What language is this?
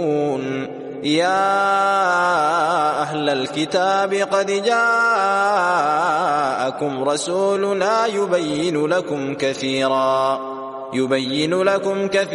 Arabic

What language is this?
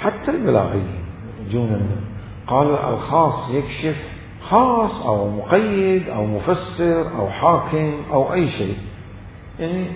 Mesopotamian Arabic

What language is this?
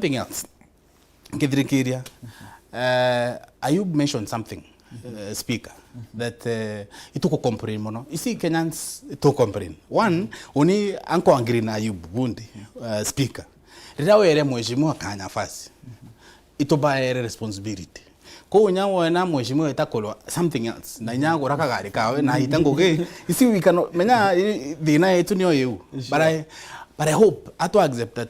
Meru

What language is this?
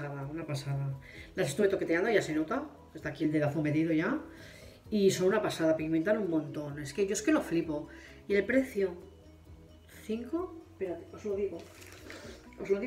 Spanish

